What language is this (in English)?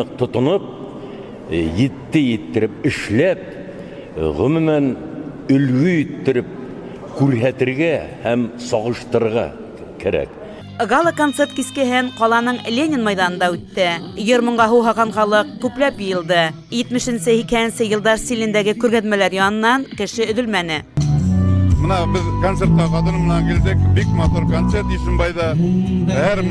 Bashkir